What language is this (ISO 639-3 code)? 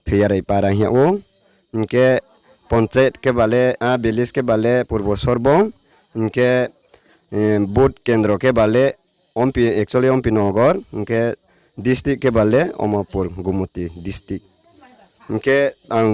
ria